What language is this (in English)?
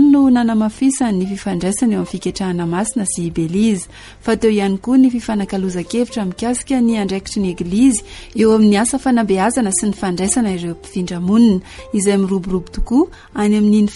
Malagasy